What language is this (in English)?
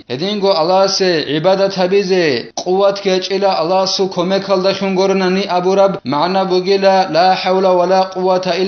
Avaric